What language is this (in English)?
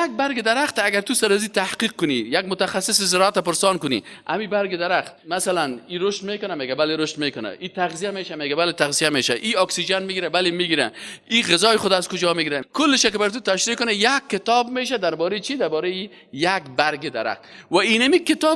Persian